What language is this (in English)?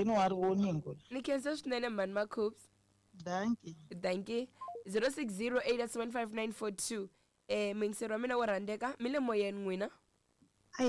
Tsonga